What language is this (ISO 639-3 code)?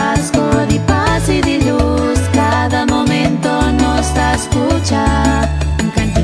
pap